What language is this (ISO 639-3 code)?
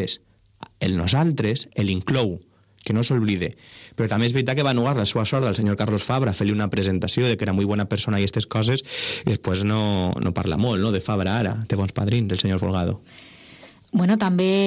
cat